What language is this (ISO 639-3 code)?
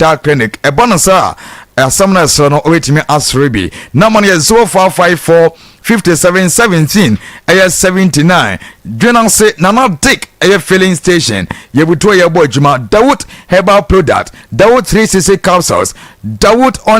aka